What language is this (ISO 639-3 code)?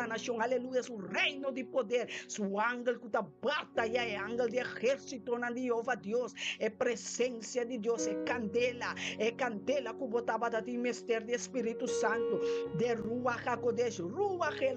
pap